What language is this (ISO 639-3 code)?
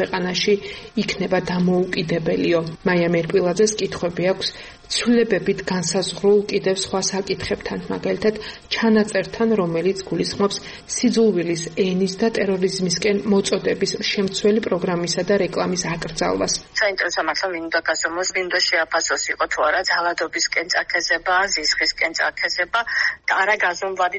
kat